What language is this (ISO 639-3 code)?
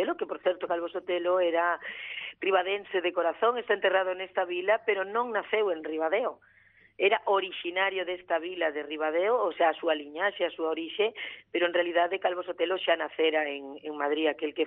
glg